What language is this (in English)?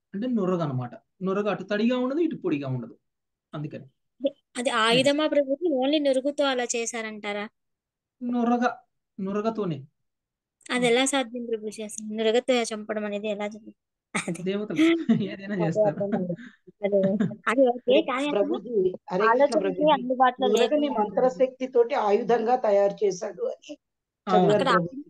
Telugu